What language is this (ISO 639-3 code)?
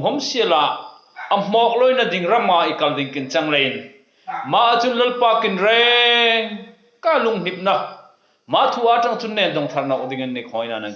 hmr